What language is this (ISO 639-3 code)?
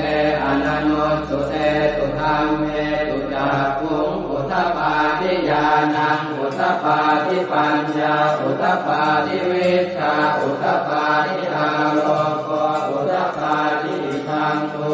pli